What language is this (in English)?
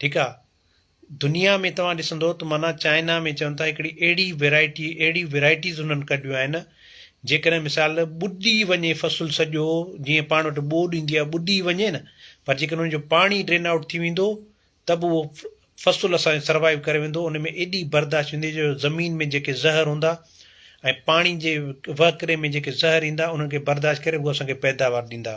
Sindhi